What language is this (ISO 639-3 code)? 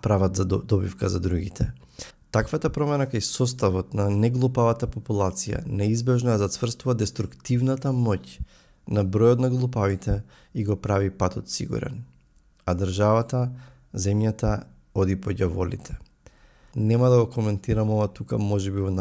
mkd